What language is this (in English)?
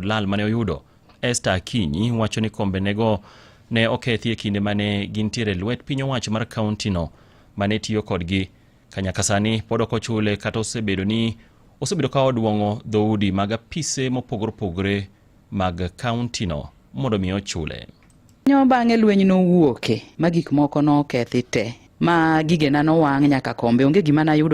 Luo (Kenya and Tanzania)